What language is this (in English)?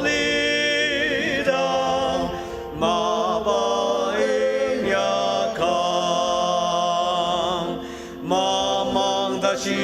Ao Naga